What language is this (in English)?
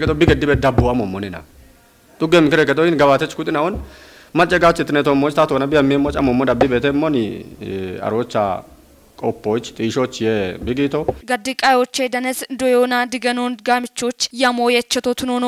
Kafa